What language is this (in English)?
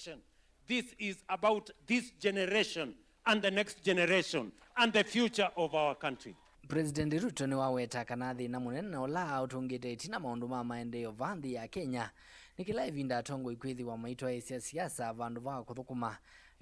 Kamba